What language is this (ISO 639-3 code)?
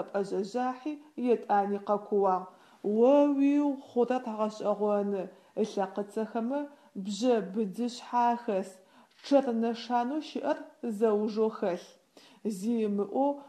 ady